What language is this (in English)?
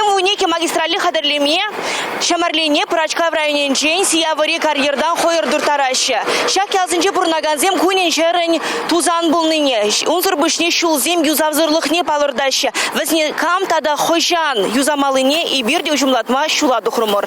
Chuvash